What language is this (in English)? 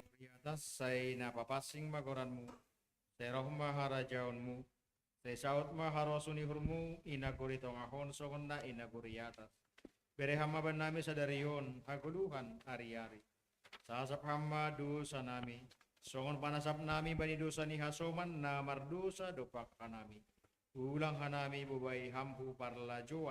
Batak Simalungun